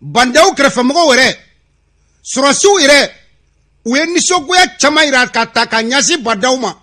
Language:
Bambara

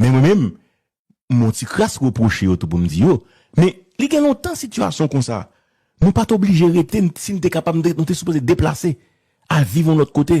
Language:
Haitian Creole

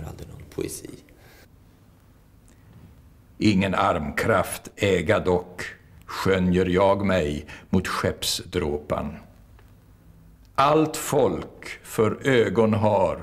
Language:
Swedish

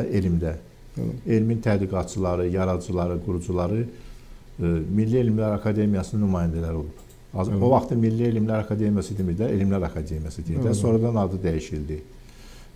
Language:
Azerbaijani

